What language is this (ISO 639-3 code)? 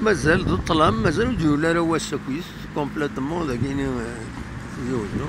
kab